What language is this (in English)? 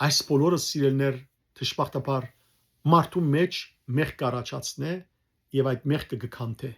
Western Armenian